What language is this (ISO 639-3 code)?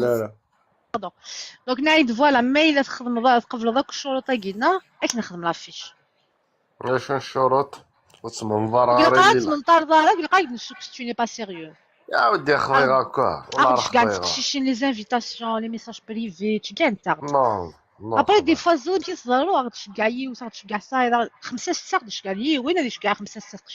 kab